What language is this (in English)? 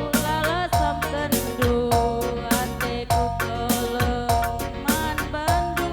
Batak Karo